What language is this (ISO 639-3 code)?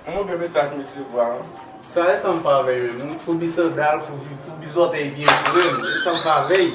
hat